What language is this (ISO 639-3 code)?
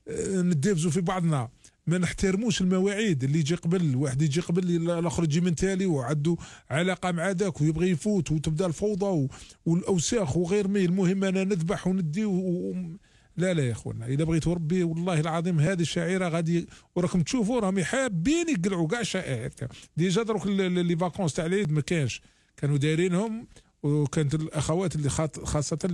arq